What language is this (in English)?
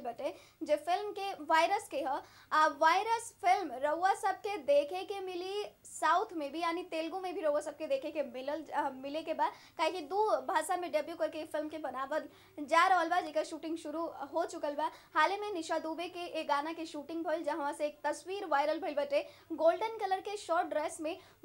Bhojpuri